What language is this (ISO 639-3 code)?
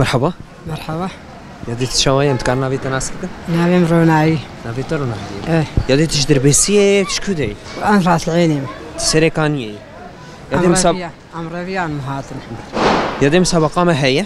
kur